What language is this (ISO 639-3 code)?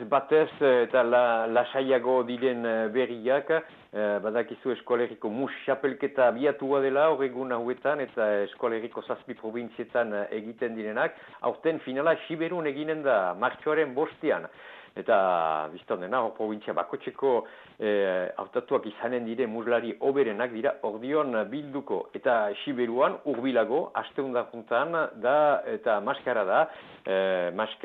eus